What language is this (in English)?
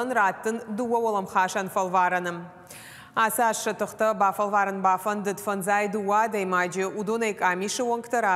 Ossetic